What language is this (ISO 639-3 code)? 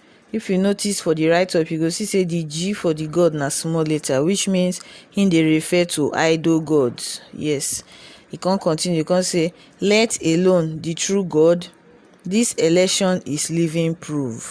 pcm